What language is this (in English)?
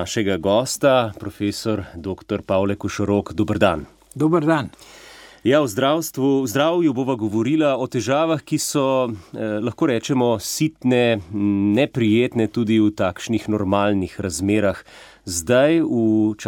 Slovenian